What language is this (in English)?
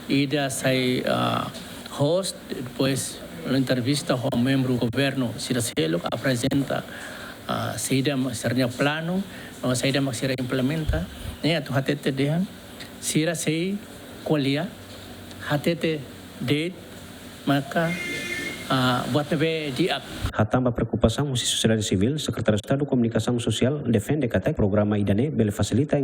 Tetum